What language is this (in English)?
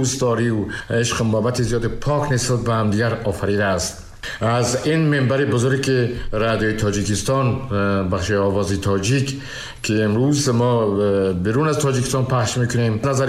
Tajik